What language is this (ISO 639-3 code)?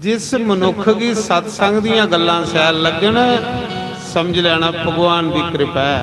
doi